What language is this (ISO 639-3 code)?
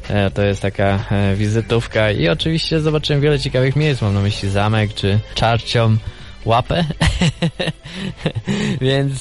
pol